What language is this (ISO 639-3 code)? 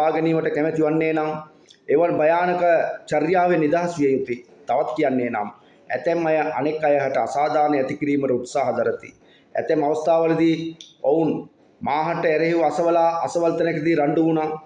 sin